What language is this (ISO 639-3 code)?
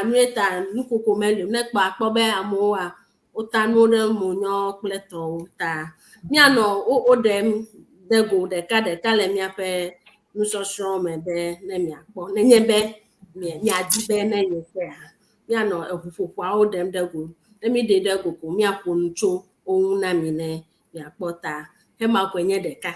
ewe